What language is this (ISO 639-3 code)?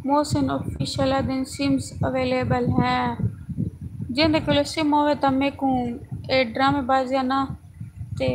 skr